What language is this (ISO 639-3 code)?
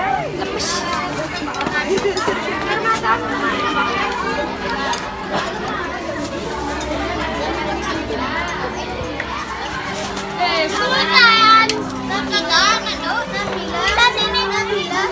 ind